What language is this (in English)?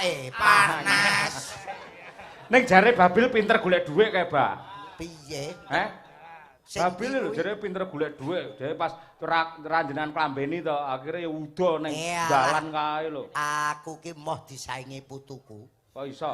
Javanese